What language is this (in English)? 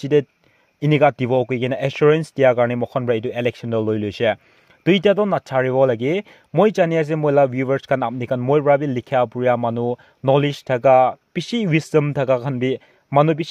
Naga Pidgin